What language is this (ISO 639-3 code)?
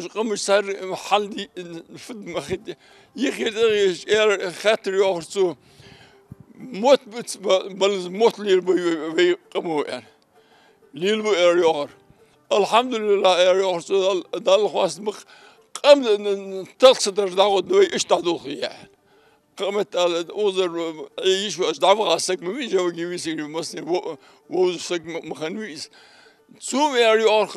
inh